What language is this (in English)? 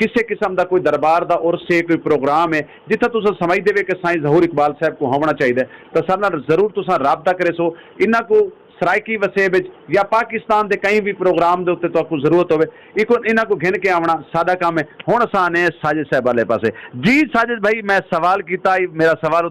Saraiki